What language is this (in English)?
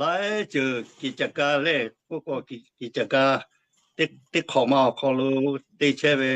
Lahu